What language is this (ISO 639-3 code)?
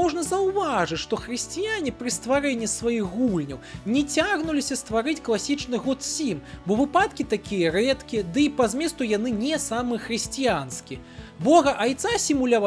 bel